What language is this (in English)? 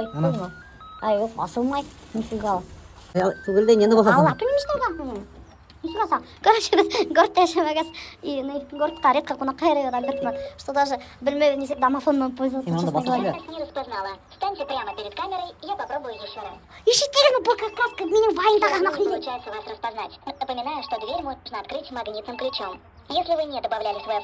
Bashkir